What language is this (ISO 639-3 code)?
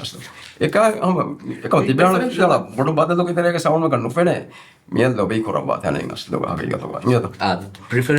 div